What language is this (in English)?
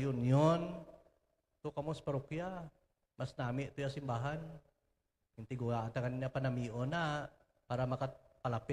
Hiligaynon